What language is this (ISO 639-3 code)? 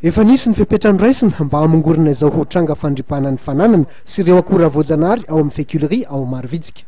mlg